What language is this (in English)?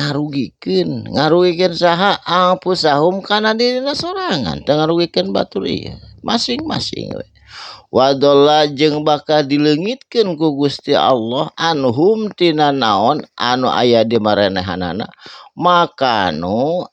Sundanese